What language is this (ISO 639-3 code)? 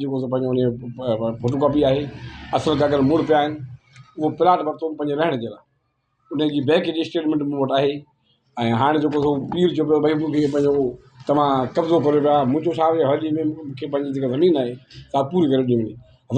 snd